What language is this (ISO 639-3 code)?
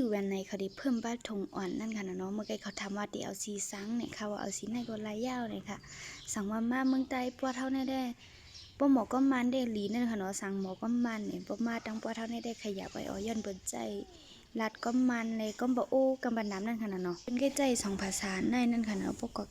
shn